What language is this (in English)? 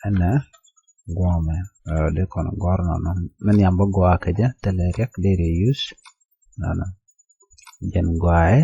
Nuer